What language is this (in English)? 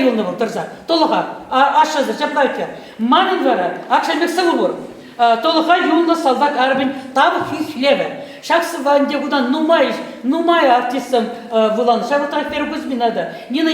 Chuvash